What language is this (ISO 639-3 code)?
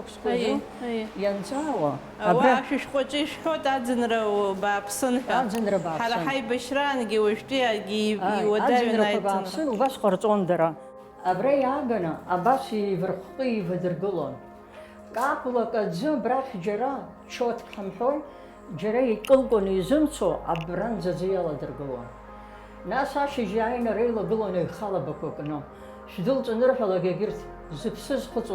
abk